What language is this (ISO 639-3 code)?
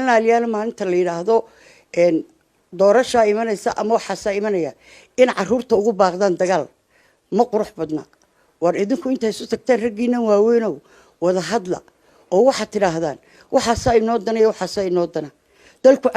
som